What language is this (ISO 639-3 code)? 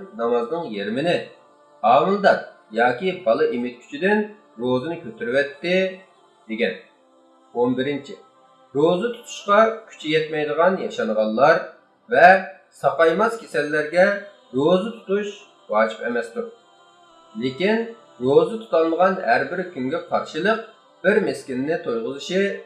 uig